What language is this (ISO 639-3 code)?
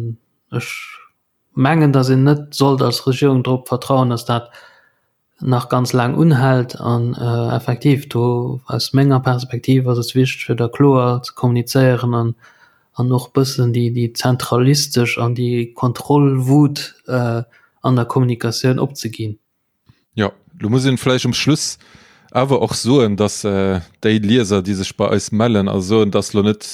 ltz